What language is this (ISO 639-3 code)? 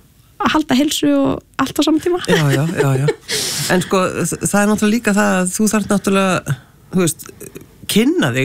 isl